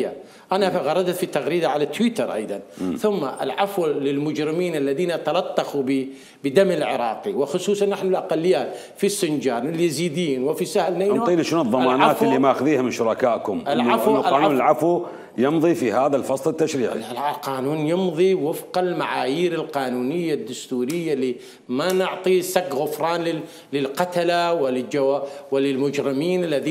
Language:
Mesopotamian Arabic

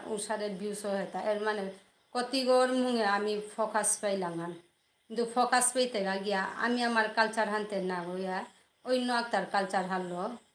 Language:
Bishnupriya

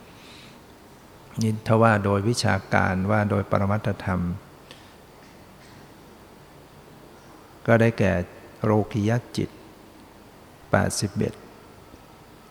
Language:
Thai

